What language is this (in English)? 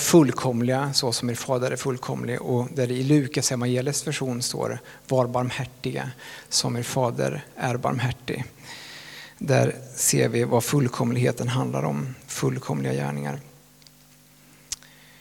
Swedish